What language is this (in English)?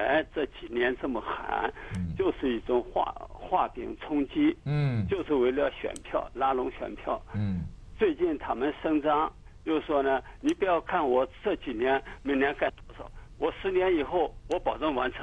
Chinese